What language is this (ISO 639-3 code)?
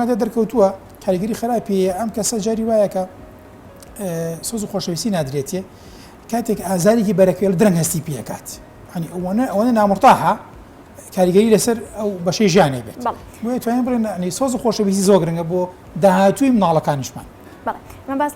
ckb